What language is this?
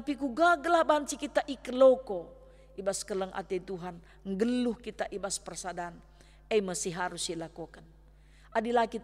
Batak Karo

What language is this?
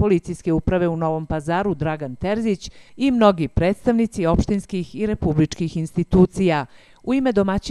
Bosnian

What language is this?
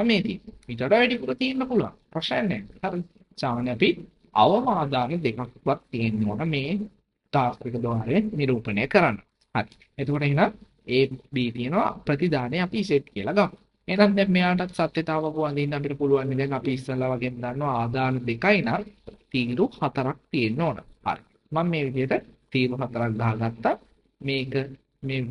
Sinhala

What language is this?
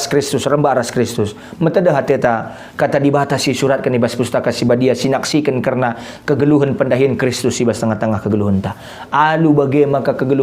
Batak Karo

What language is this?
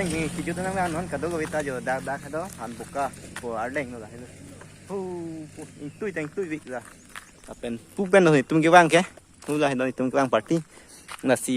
Karbi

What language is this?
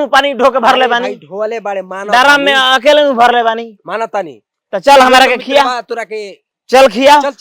Bhojpuri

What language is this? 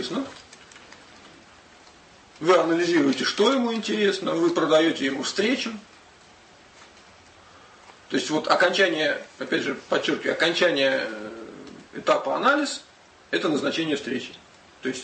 Russian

